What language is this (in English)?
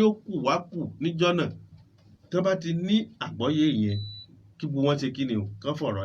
Yoruba